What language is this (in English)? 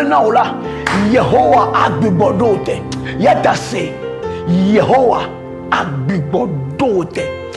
Ewe